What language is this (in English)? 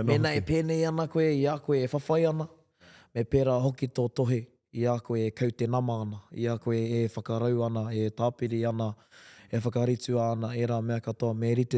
Māori